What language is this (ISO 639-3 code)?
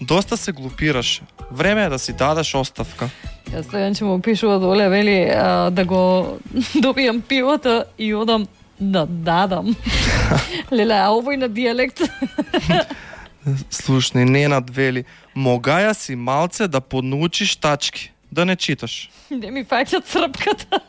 mkd